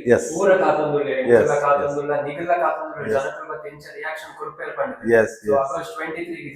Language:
Tulu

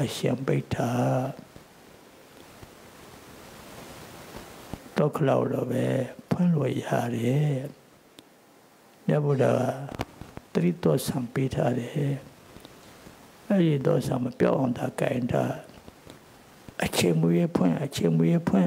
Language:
Burmese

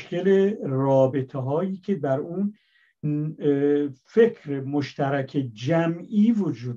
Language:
Persian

